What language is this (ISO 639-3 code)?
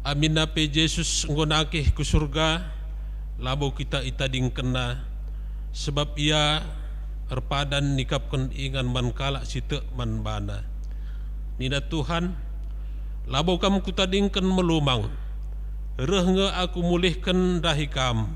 btx